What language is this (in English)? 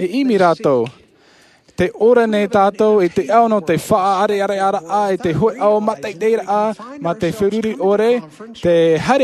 Tahitian